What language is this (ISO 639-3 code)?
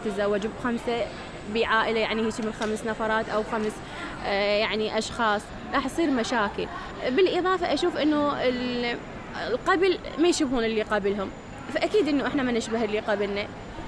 acm